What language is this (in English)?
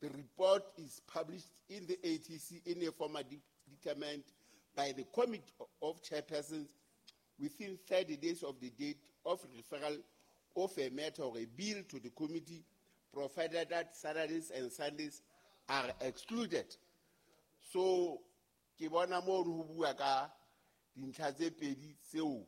Southern Sotho